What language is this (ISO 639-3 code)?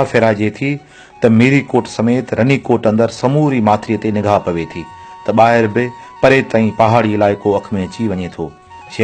snd